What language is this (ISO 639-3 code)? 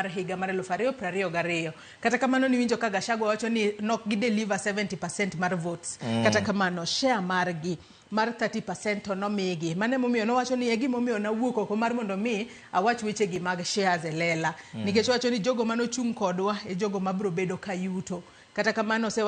luo